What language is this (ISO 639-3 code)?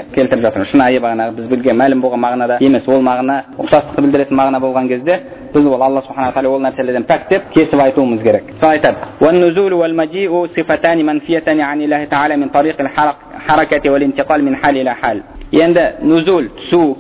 kaz